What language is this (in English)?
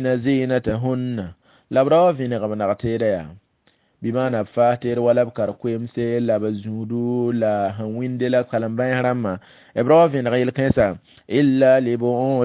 Mossi